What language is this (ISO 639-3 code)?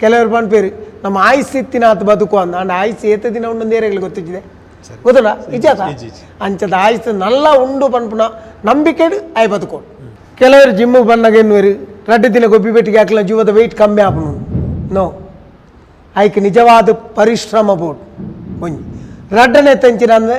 tcy